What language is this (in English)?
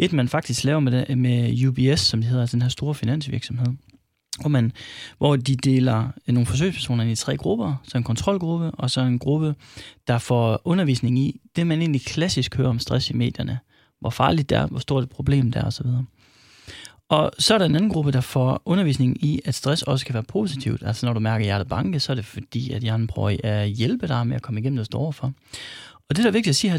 Danish